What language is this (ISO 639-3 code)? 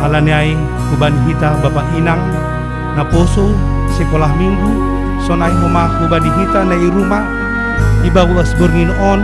bts